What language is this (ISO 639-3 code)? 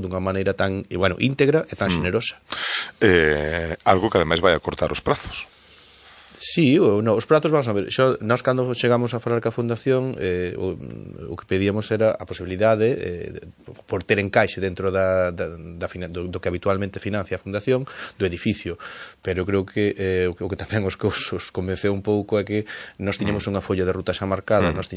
glg